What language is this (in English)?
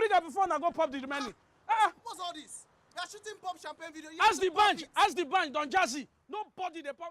Nigerian Pidgin